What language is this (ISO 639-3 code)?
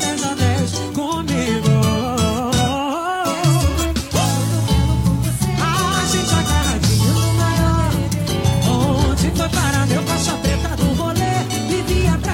por